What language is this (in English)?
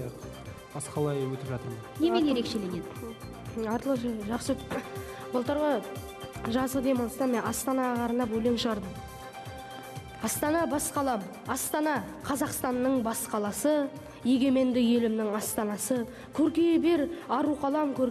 Kazakh